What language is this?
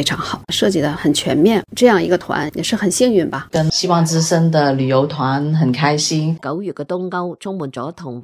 Cantonese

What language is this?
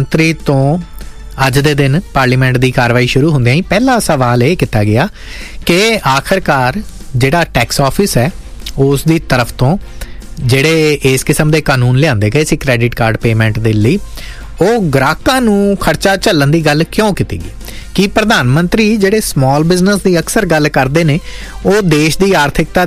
Punjabi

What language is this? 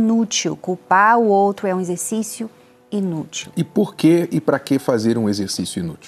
Portuguese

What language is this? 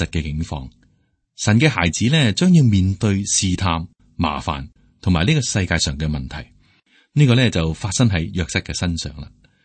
Cantonese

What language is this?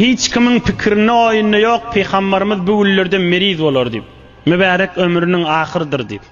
Turkmen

